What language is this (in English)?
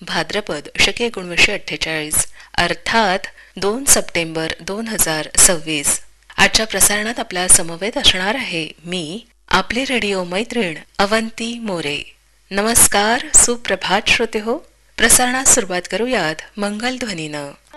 Marathi